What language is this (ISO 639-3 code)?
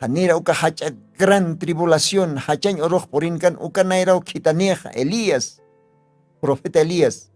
aym